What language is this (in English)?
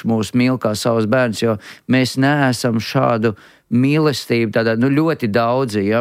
Latvian